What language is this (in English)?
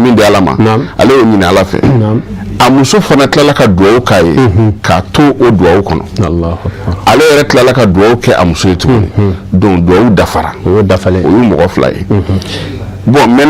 Bambara